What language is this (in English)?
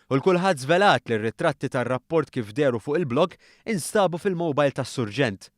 Maltese